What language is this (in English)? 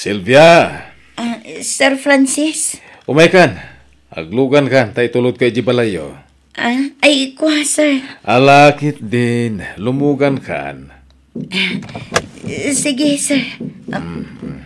Iloko